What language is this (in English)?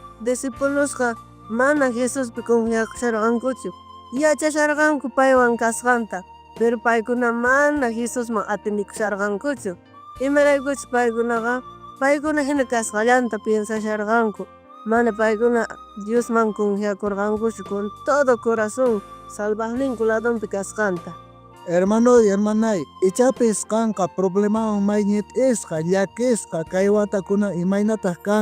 South Bolivian Quechua